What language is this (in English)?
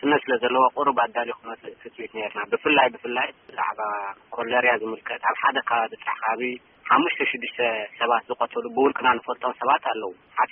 Tigrinya